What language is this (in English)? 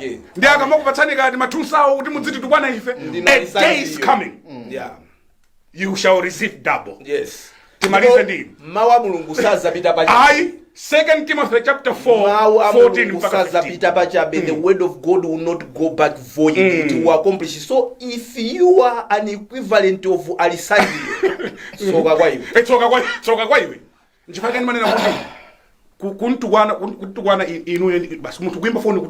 Nyanja